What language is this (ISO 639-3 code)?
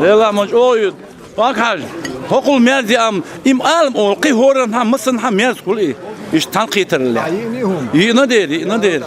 che